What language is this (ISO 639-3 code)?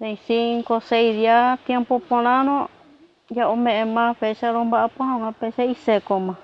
grn